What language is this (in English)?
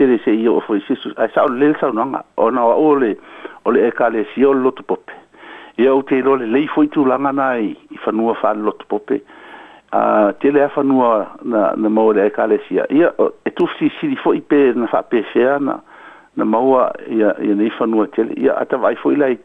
Samoan